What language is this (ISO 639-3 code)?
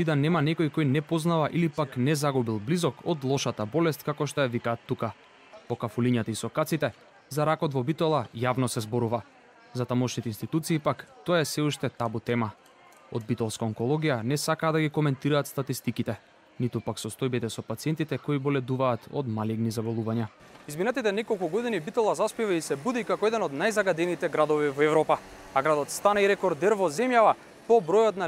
mkd